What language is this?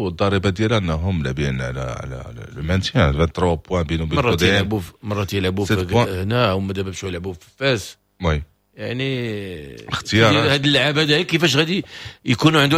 Moroccan Arabic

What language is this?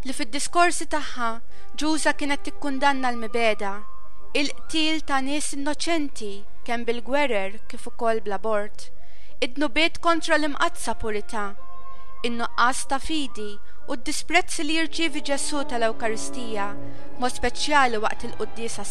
Maltese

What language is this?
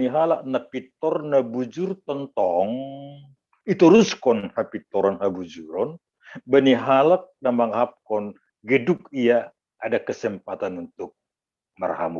Batak Simalungun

